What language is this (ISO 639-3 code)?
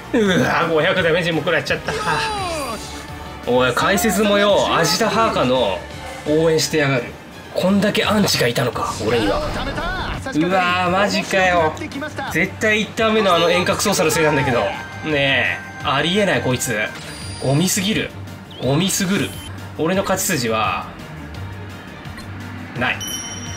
jpn